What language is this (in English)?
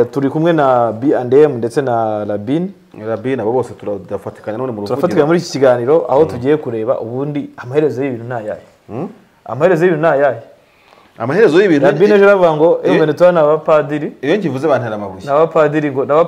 Kinyarwanda